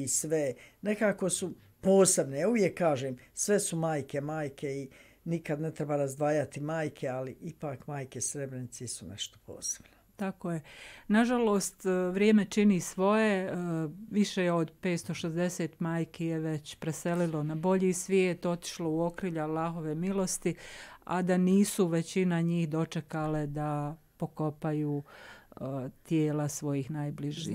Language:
Bosnian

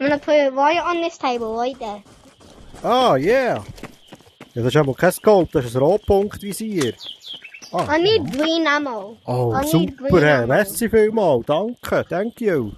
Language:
Swiss German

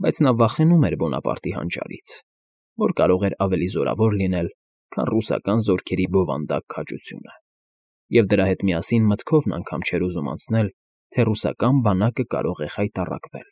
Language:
Armenian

